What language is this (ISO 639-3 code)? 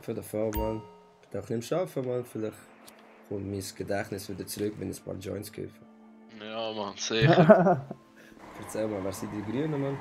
gsw